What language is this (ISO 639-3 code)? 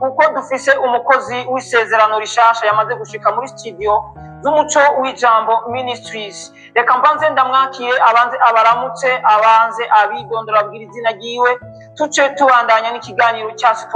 run